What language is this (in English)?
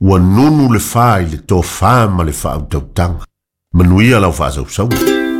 Samoan